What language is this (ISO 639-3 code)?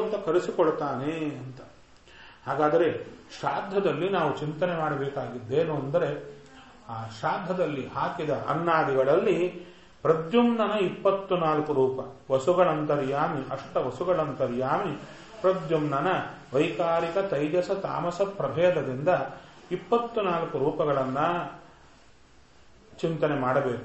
kan